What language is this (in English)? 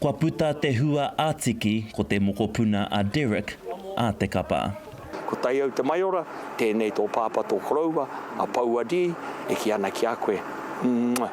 Māori